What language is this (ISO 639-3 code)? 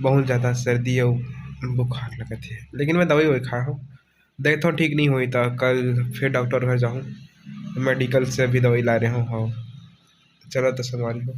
hne